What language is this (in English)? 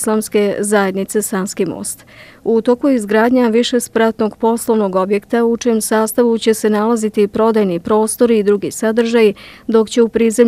Bosnian